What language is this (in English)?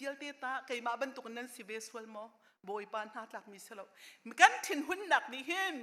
Hakha Chin